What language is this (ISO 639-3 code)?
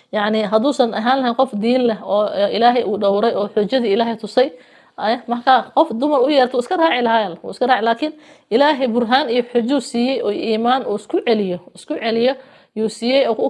som